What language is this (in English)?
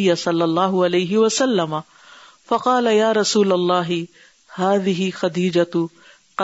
Urdu